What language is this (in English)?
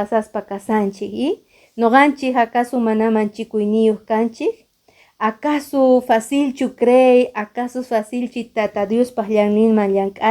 Quechua